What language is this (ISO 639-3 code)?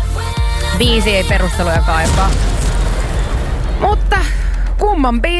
fin